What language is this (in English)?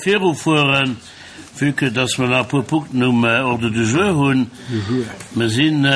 Luxembourgish